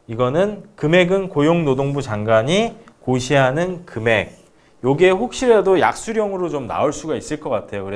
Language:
Korean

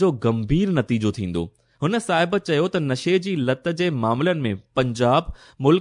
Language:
Sindhi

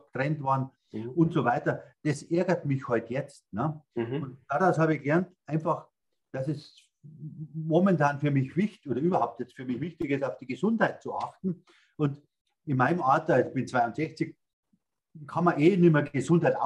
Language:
German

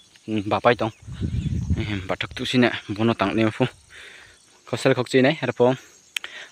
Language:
Riang (India)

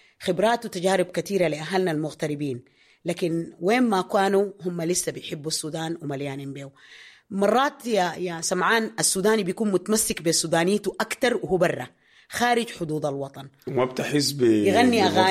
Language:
Sudanese Arabic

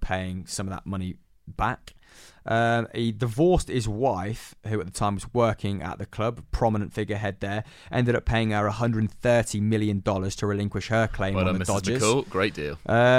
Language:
English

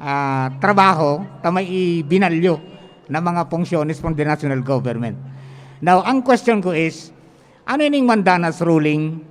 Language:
Bikol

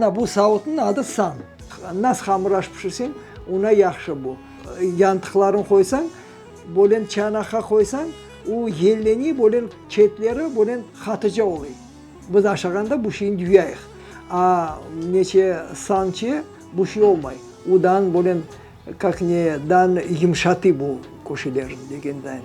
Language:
Crimean Tatar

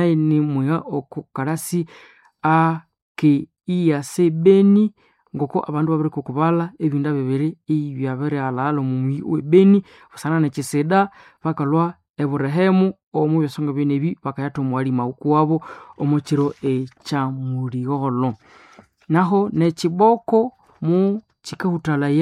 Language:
Nande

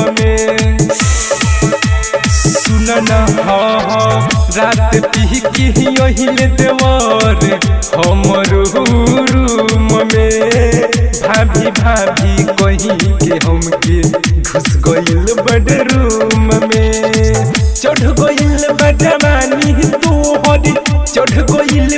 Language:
Bhojpuri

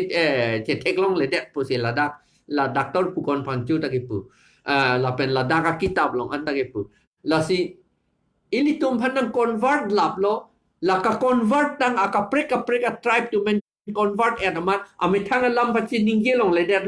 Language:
Karbi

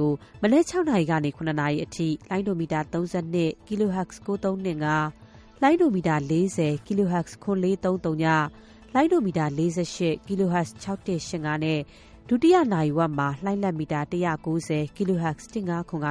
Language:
Burmese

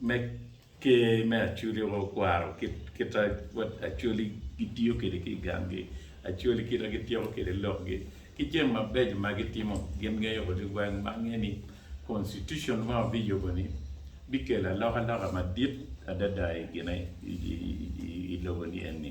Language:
Acoli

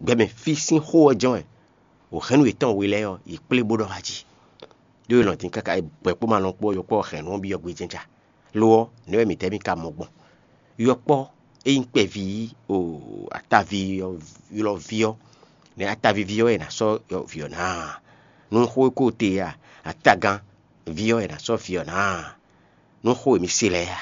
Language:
Fon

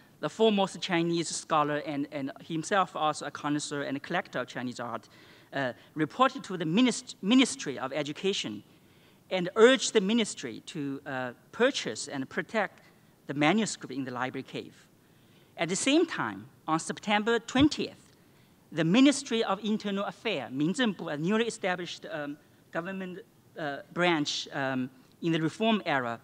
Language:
English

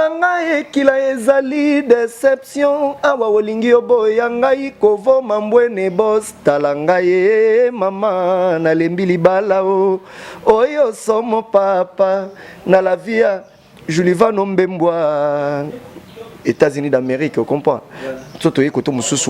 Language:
Lingala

